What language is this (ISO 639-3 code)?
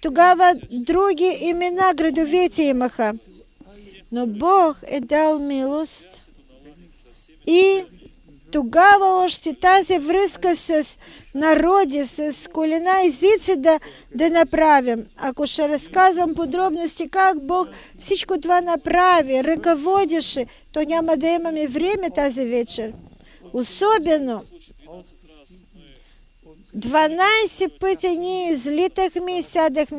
bul